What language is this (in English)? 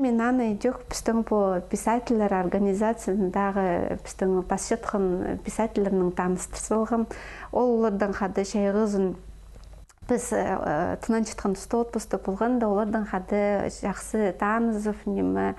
Khakas